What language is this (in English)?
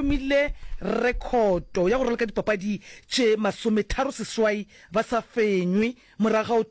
Northern Sotho